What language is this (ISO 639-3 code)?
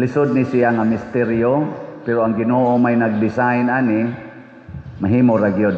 ceb